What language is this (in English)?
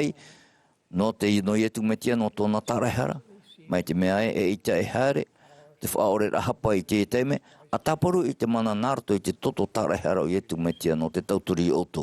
Tahitian